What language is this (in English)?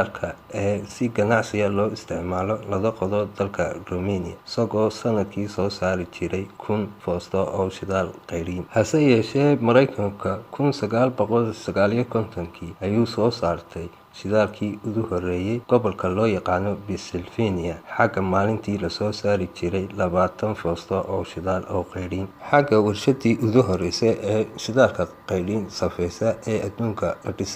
Somali